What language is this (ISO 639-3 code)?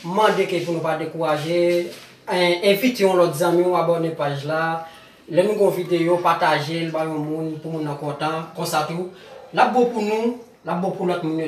hat